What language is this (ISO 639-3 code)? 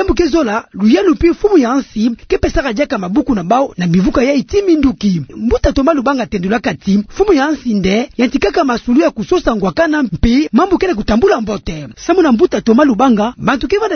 ktu